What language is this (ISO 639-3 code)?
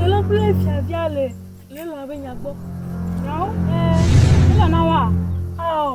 ewe